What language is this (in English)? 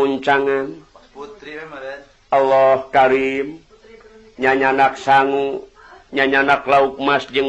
Sundanese